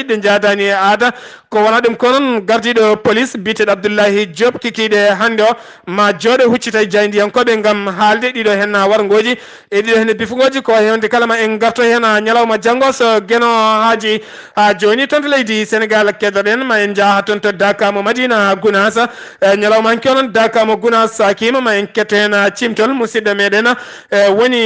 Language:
Fula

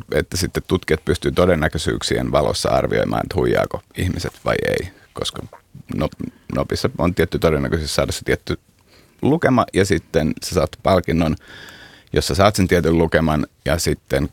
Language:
Finnish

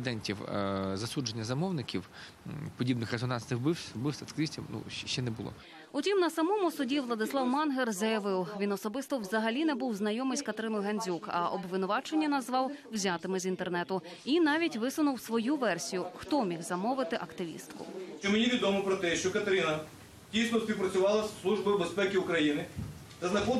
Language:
Ukrainian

